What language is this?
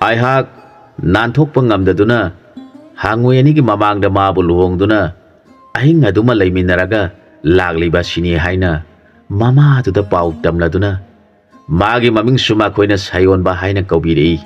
Manipuri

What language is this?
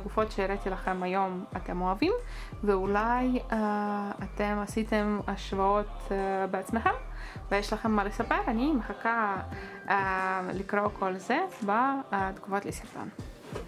Hebrew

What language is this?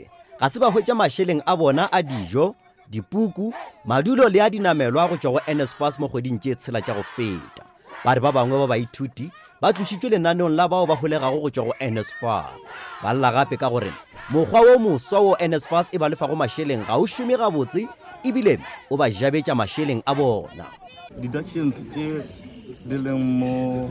Northern Sotho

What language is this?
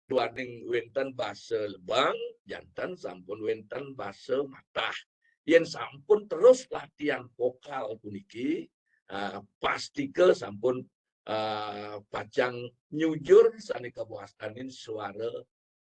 Balinese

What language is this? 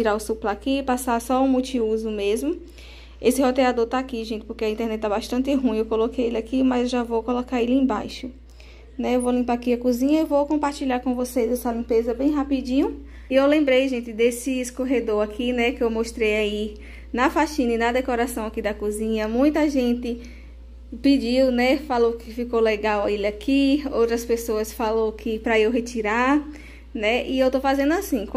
Portuguese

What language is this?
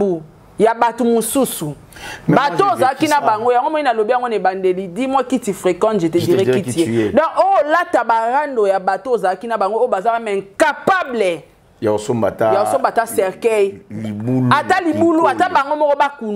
Lingala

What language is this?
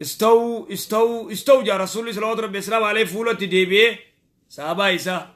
Oromo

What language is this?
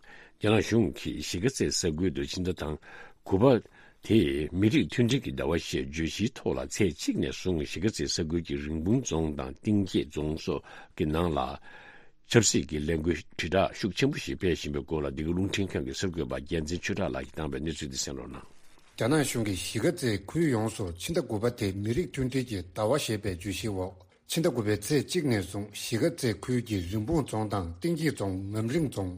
Tibetan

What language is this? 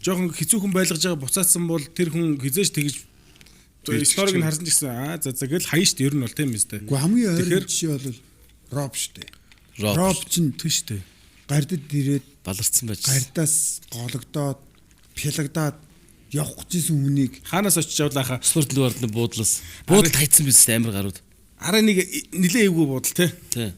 Mongolian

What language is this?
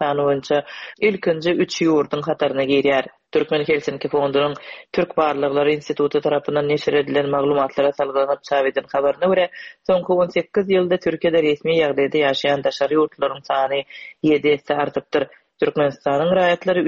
Turkmen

